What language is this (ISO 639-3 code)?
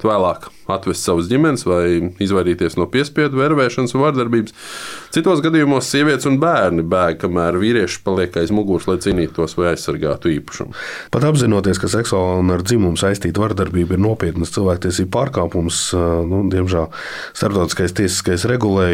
lav